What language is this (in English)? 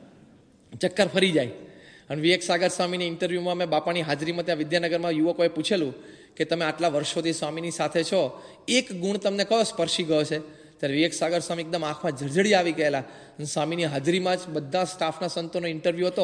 Gujarati